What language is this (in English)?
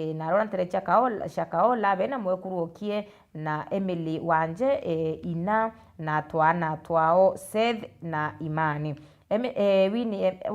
Meru